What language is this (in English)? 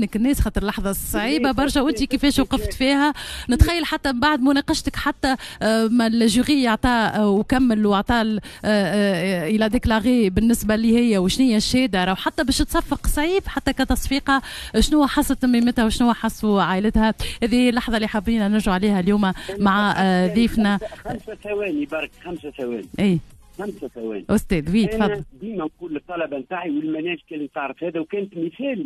Tunisian Arabic